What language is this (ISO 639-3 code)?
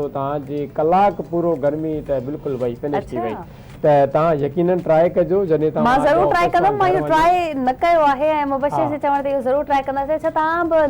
snd